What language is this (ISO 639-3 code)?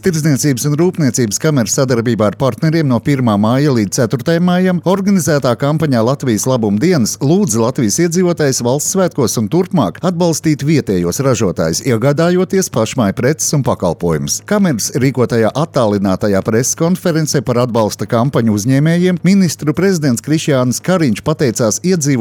lav